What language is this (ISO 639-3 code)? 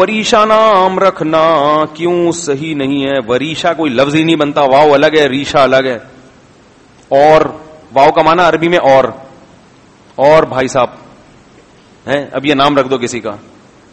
urd